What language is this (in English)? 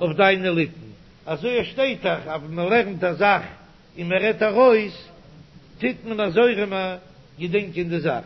Yiddish